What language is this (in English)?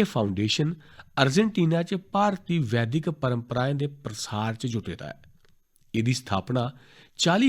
Dogri